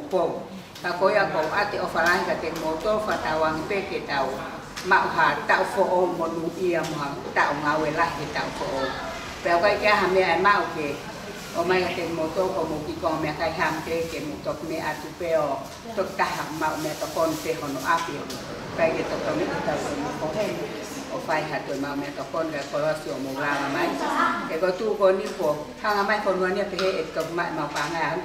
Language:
Tongan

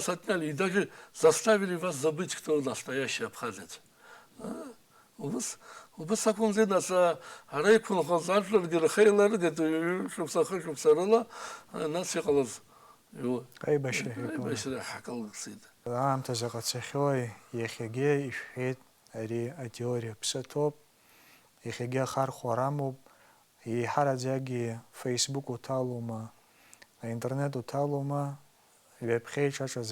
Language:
Abkhazian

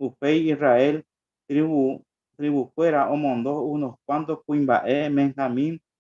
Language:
Guarani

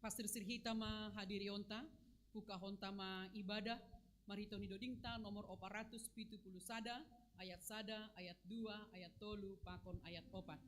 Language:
Batak Simalungun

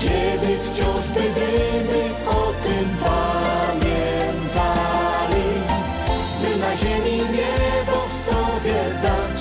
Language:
Silesian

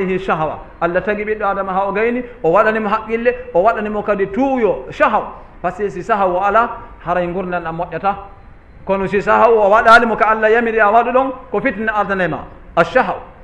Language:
Fula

